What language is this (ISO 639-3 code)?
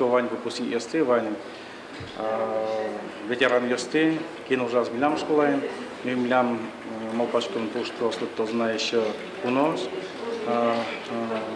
udm